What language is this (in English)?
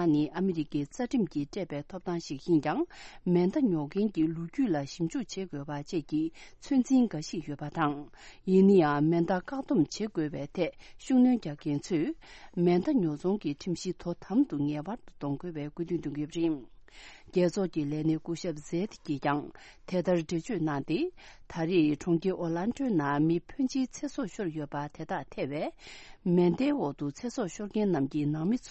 Tibetan